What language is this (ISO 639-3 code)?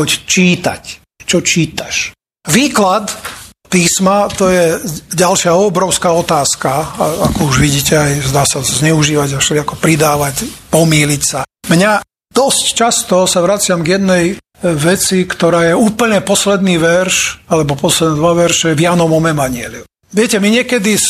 slk